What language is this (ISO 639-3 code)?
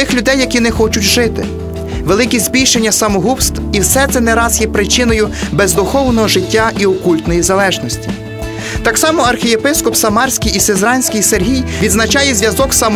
ukr